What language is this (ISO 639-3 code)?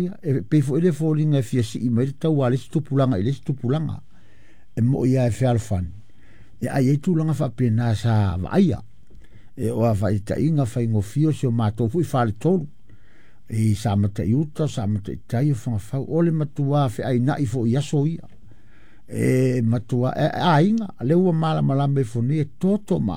smo